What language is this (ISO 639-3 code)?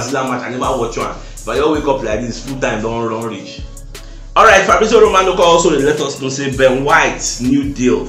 pcm